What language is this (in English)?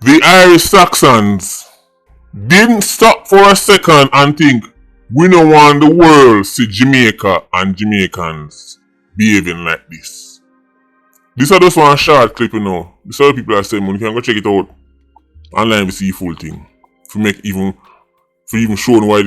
Jamaican Creole English